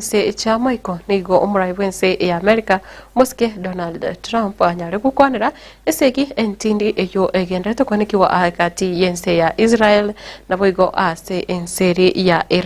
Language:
Gusii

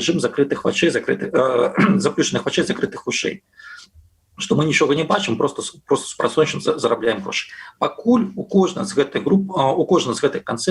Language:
Belarusian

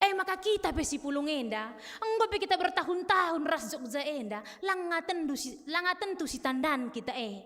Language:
Batak Karo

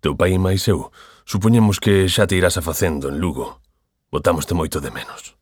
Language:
Galician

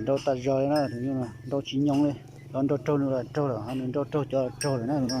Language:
Hmong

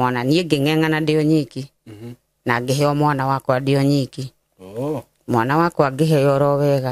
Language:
Kikuyu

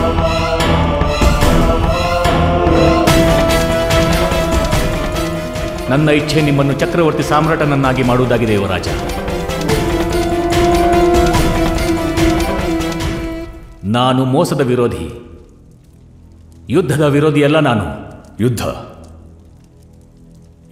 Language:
Kannada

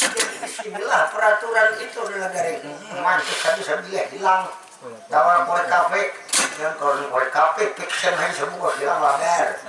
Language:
Banjar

